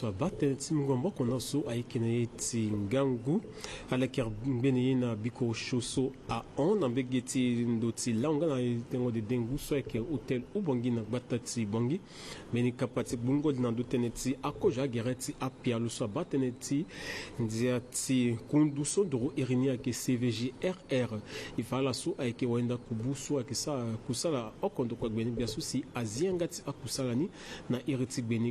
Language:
Sango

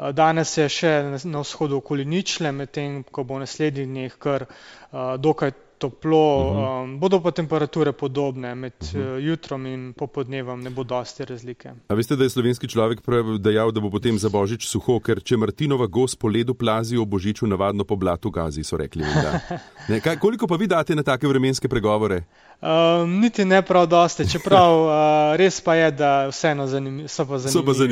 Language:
Slovenian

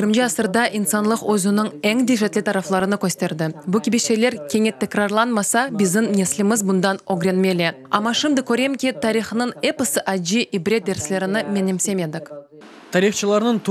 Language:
Crimean Tatar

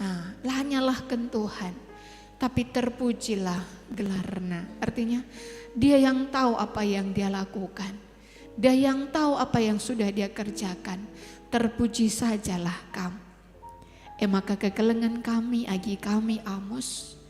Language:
Batak Karo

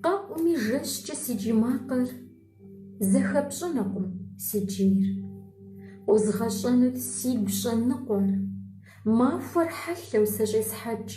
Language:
Kabardian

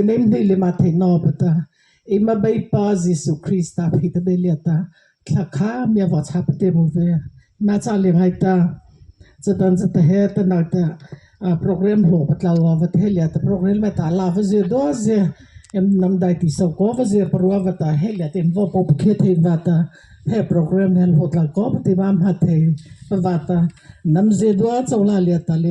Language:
Mara Chin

